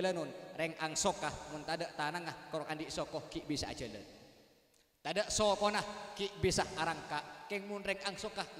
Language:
Madurese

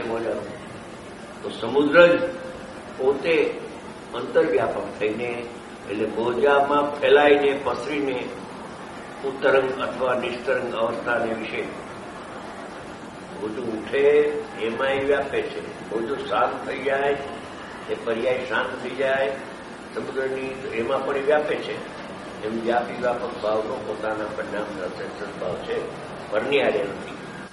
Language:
Gujarati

